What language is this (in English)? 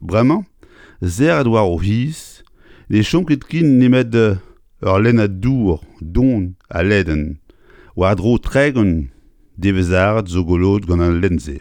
Breton